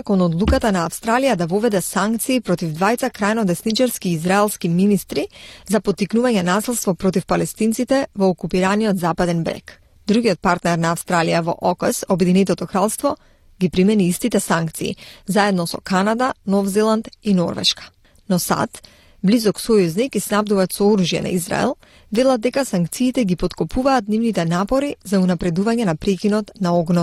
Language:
Macedonian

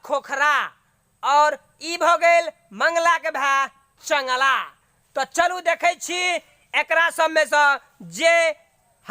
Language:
Maithili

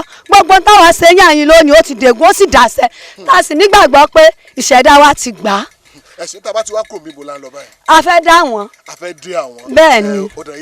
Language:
Yoruba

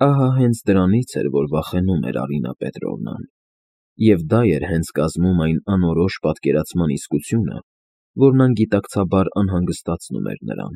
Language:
Armenian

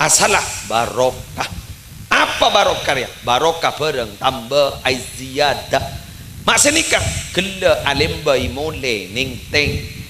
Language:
Madurese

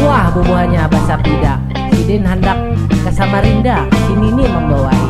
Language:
Banjar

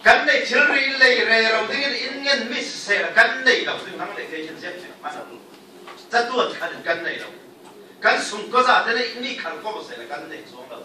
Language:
Falam Chin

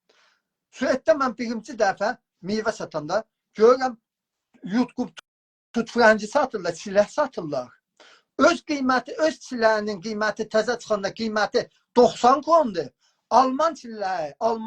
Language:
South Azerbaijani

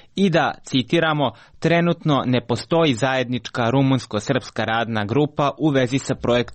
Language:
Croatian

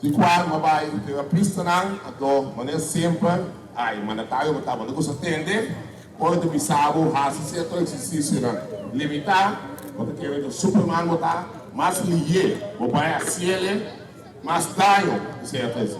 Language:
Papiamento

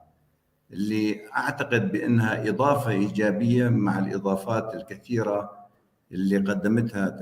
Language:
North Levantine Arabic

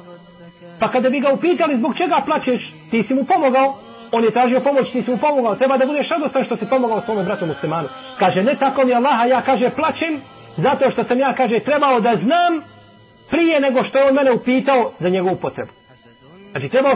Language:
Bosnian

